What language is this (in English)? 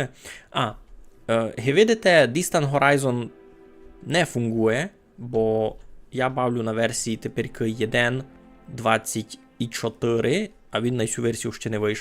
Rusyn